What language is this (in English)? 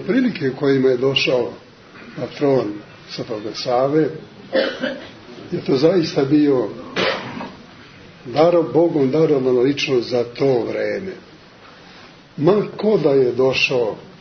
Serbian